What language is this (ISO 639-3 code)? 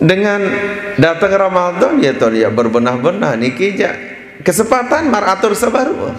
sas